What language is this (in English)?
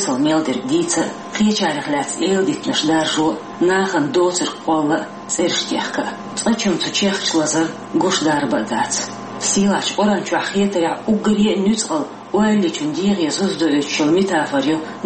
Chechen